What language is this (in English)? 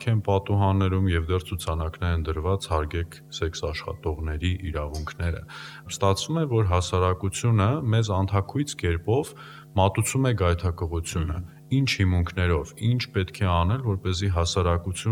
Armenian